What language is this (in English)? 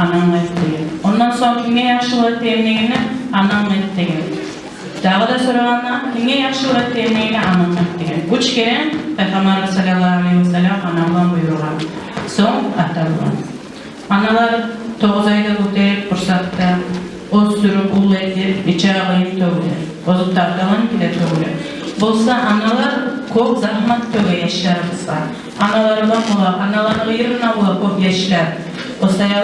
Kumyk